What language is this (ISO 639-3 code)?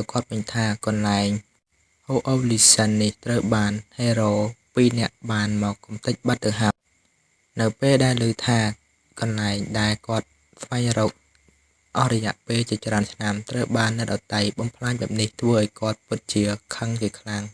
khm